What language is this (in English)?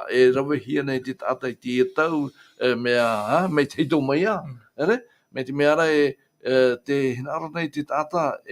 Tahitian